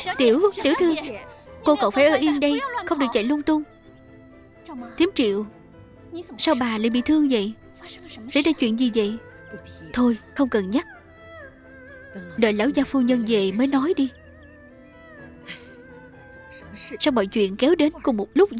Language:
Vietnamese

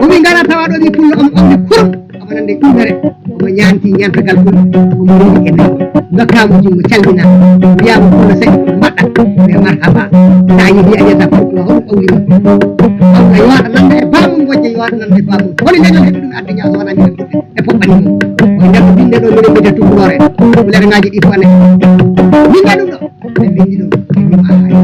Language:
Fula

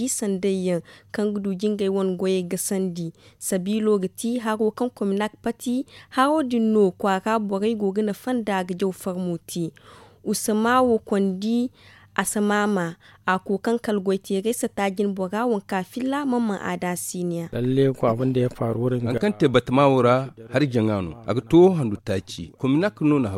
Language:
Zarma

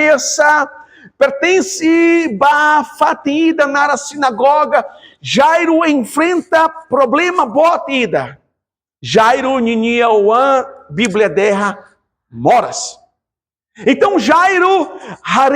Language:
Tetum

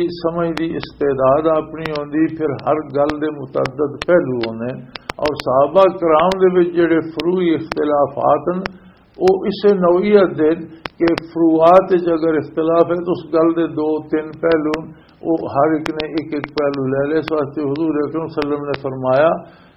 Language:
Western Panjabi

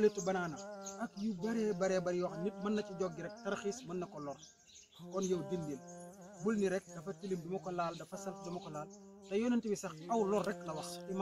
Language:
Wolof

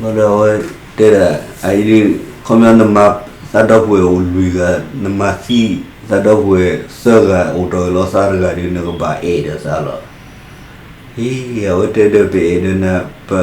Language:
S'gaw Karen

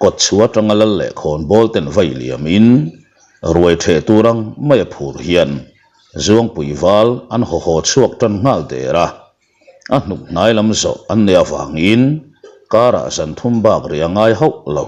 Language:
Mizo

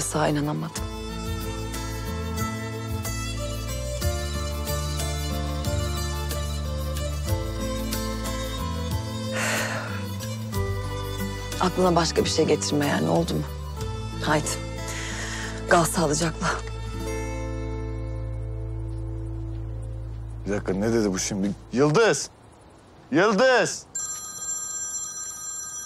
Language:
Turkish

